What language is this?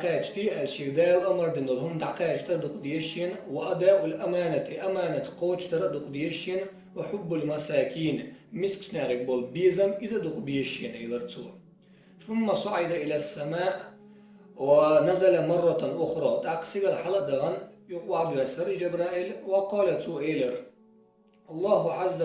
Chechen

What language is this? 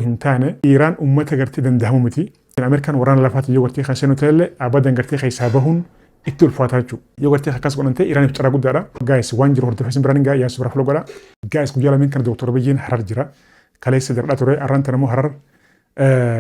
Oromo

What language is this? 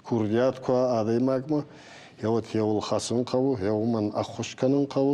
Ossetic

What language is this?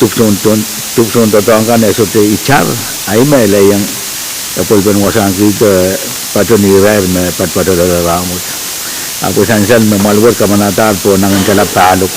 Pohnpeian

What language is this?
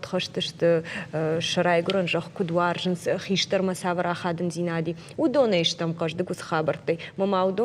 Ossetic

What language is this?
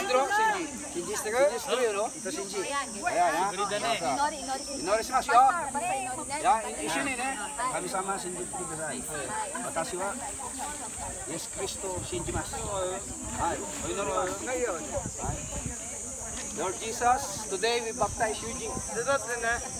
Filipino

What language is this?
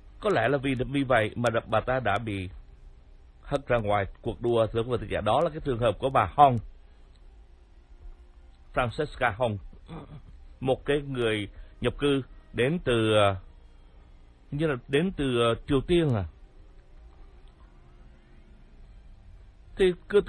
Vietnamese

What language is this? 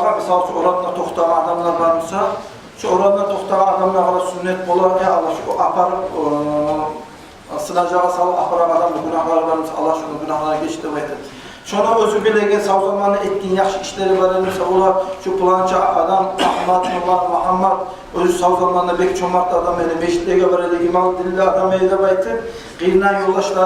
Kumyk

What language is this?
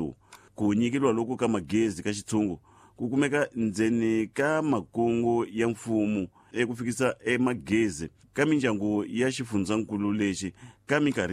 Tsonga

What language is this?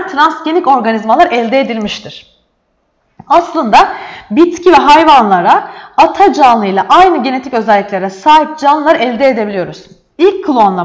Turkish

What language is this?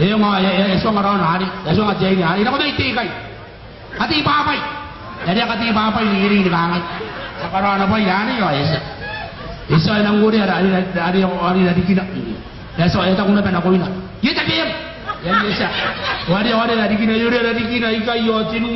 Gilbertese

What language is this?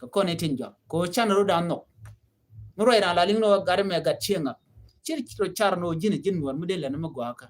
Nuer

